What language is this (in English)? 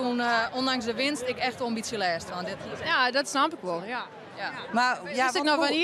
Western Frisian